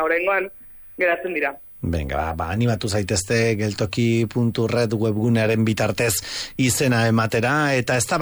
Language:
Basque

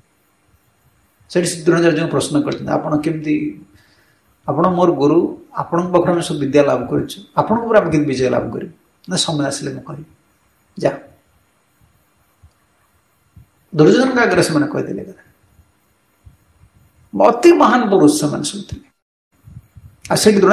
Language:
Odia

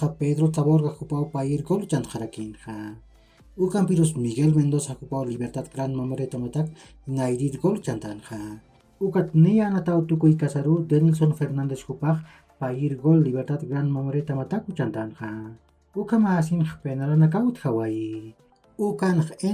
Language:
Aymara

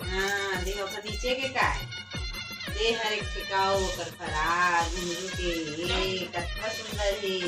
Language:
Chhattisgarhi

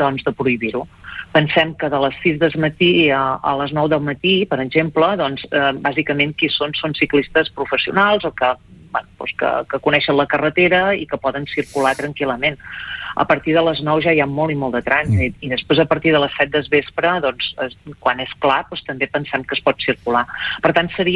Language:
Catalan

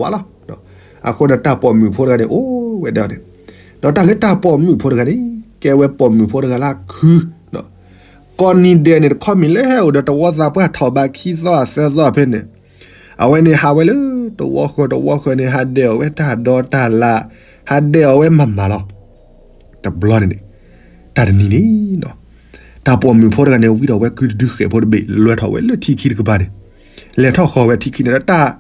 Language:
S'gaw Karen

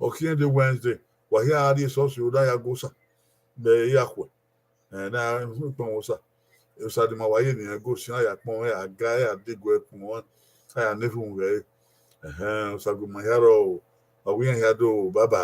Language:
Bini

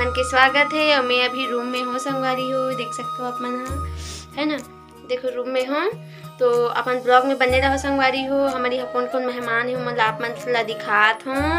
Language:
Chhattisgarhi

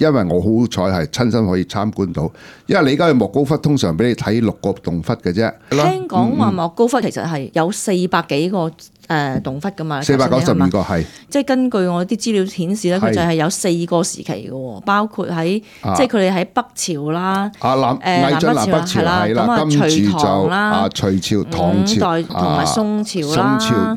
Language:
Cantonese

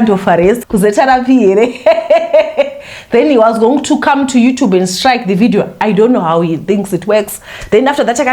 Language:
Shona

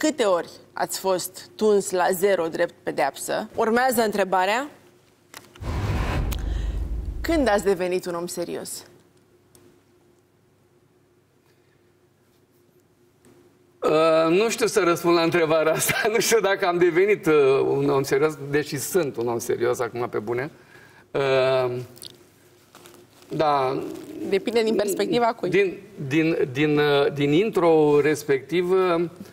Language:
Romanian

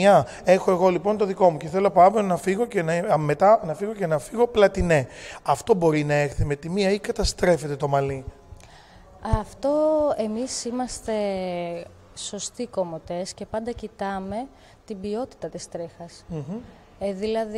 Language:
Greek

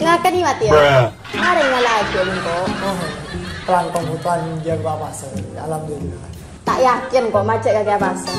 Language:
Madurese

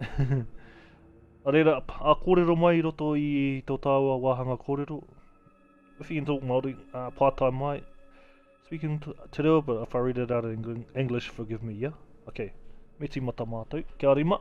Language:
Māori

